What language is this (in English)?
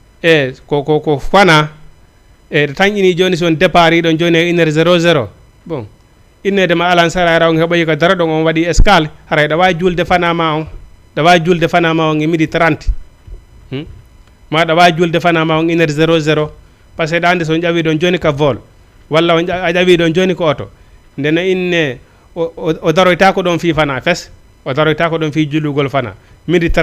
Fula